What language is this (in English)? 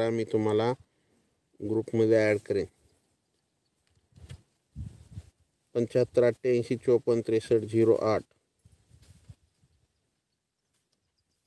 Marathi